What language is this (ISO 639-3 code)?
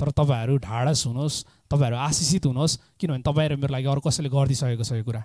nep